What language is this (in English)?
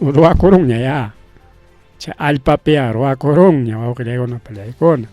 Ayacucho Quechua